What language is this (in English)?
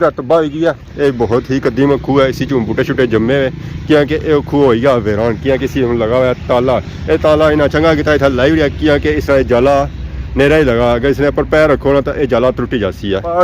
Pahari-Potwari